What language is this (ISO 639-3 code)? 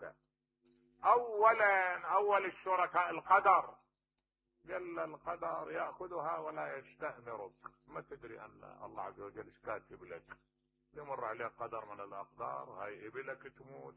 acm